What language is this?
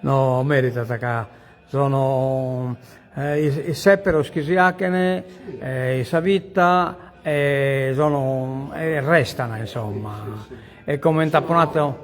Sardinian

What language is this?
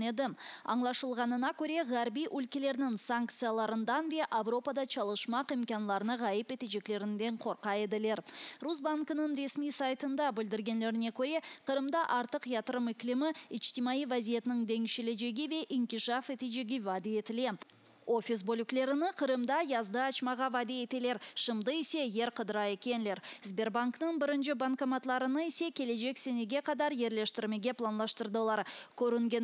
Crimean Tatar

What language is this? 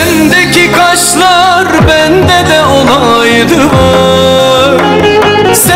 Turkish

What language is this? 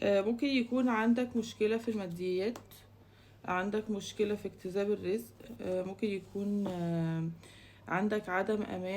Egyptian Arabic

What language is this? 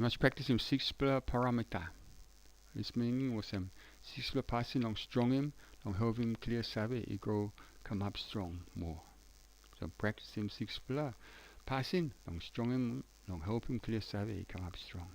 Tok Pisin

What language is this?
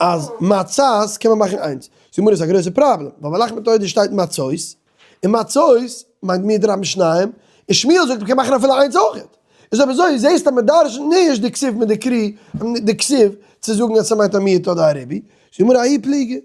Yiddish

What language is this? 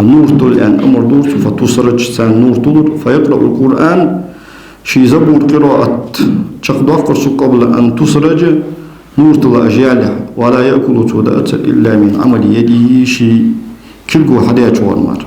Ingush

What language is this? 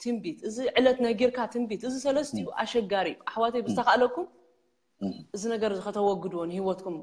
Tigrinya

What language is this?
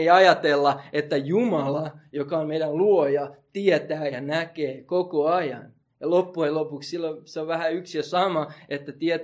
Finnish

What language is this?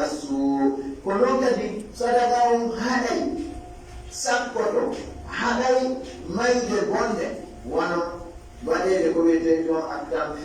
Pular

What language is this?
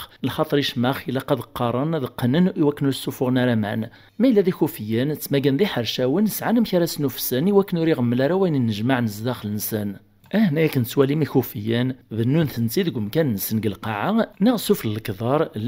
Kabyle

